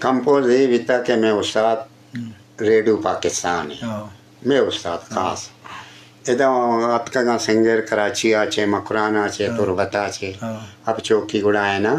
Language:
Eastern Balochi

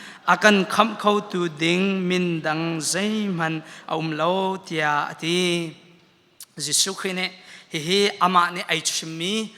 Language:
Hakha Chin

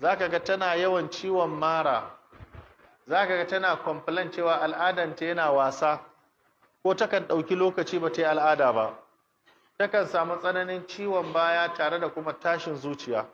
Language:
Hausa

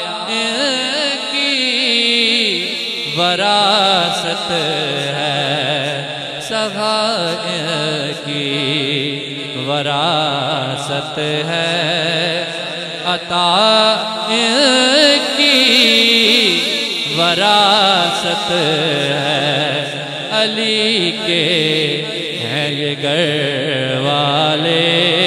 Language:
Urdu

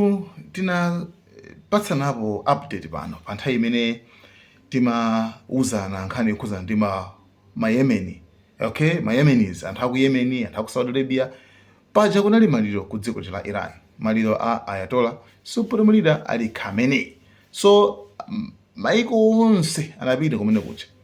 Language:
Nyanja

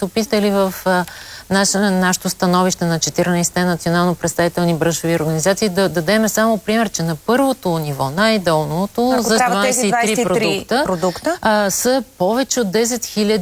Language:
Bulgarian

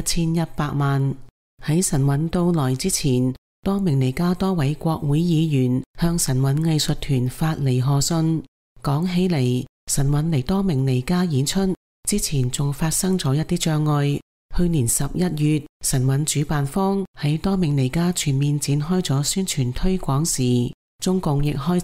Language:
Cantonese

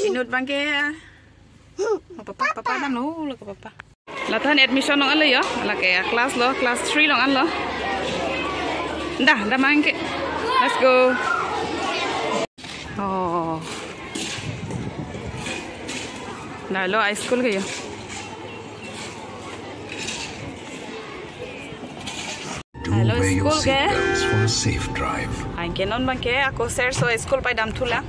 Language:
Karbi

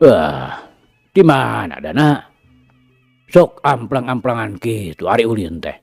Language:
Sundanese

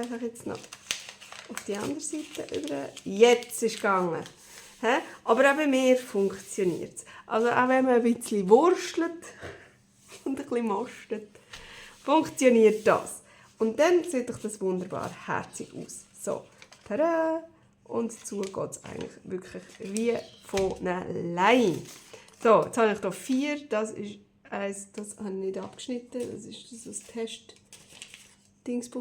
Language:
Swiss German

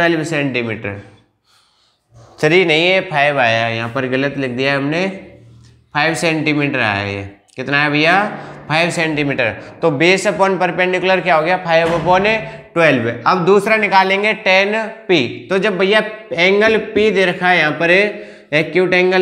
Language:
Hindi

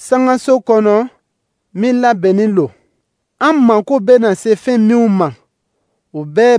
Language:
Dyula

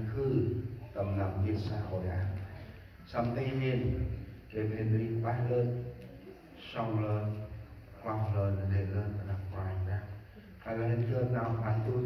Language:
Central Mnong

